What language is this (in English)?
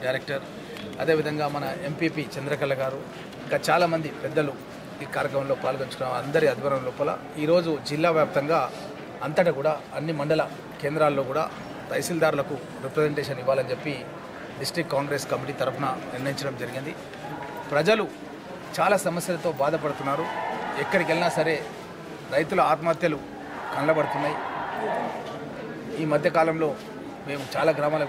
Telugu